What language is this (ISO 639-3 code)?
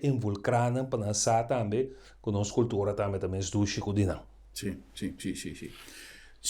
pap